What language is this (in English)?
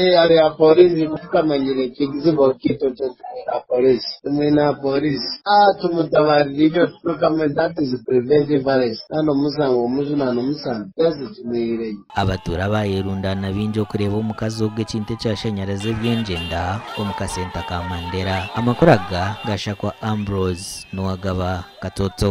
Nyankole